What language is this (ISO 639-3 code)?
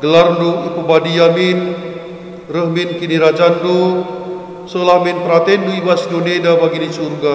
btx